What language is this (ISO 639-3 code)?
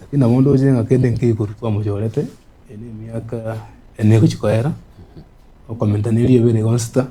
guz